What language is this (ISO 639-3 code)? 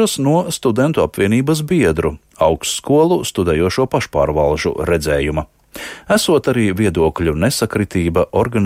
lav